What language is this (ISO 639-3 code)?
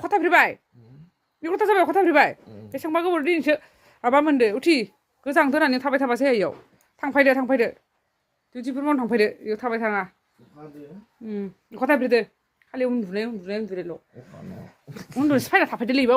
brx